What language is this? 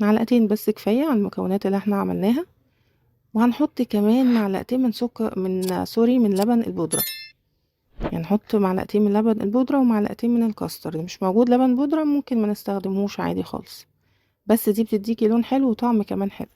Egyptian Arabic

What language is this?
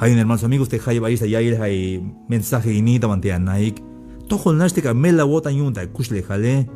Tzeltal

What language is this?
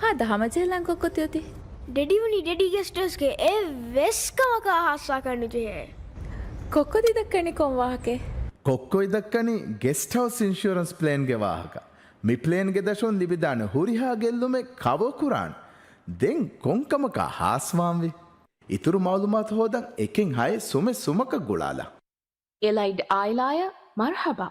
Divehi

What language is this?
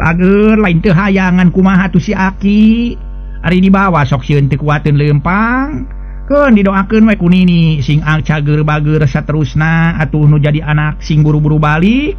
Sundanese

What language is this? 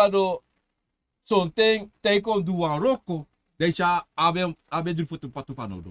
Sranan Tongo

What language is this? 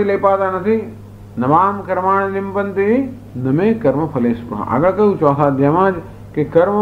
Gujarati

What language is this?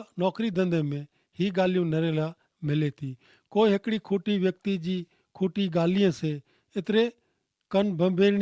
Kachhi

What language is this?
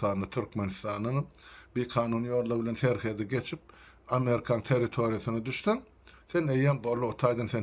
Turkmen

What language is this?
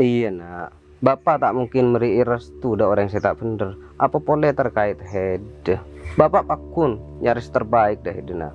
Madurese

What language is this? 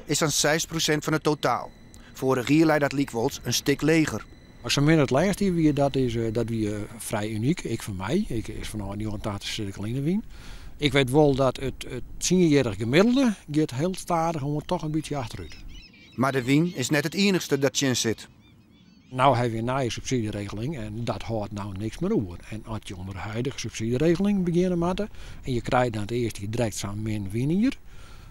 Western Frisian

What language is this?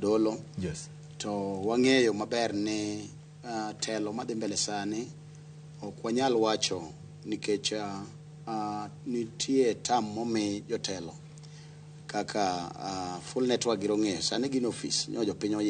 Luo (Kenya and Tanzania)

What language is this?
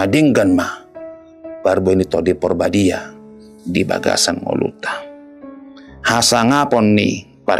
Batak Toba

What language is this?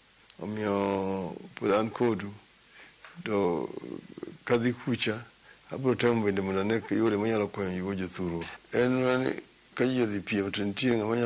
Luo (Kenya and Tanzania)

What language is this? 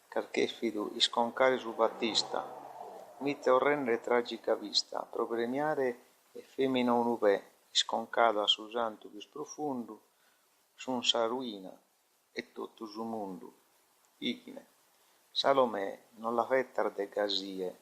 Sardinian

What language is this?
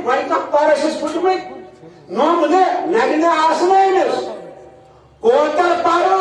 Kashmiri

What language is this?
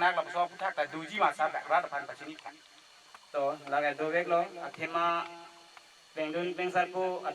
Karbi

